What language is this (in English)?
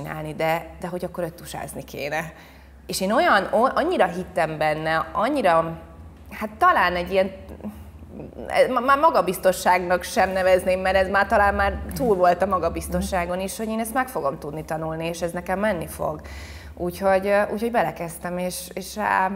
Hungarian